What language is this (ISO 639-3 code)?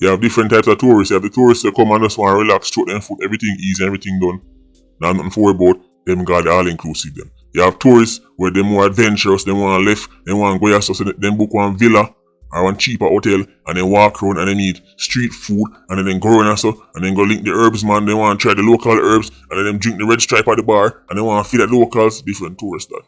jam